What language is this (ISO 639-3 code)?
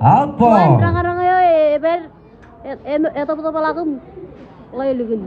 mah